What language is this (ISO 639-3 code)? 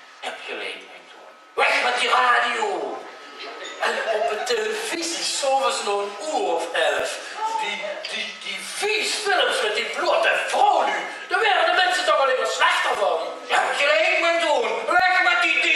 lim